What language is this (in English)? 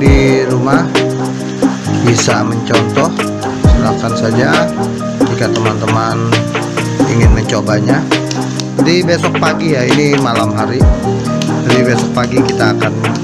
Indonesian